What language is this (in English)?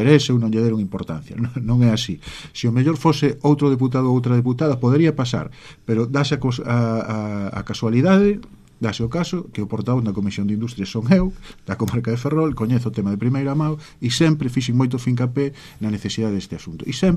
Galician